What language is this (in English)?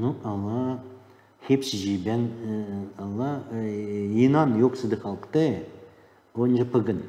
Gagauz